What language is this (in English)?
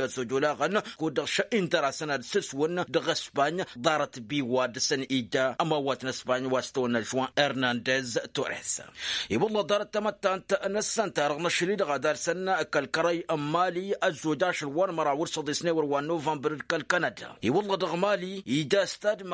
Tamasheq